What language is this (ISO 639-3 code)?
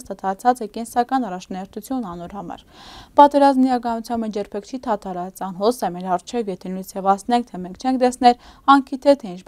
hyw